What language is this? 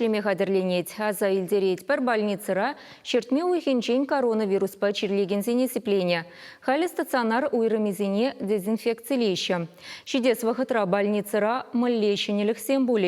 Chuvash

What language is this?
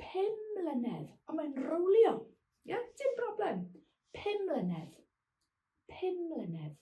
Welsh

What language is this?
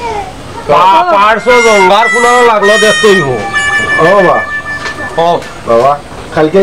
Sylheti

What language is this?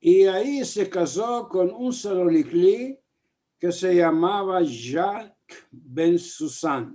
Ladino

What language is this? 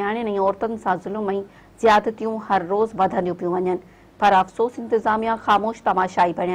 Sindhi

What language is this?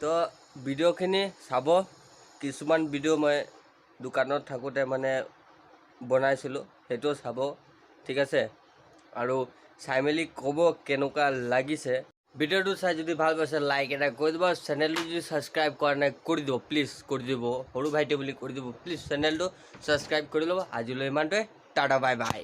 Assamese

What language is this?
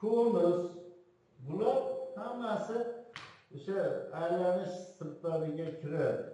Uzbek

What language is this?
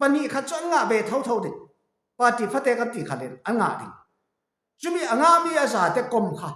Falam Chin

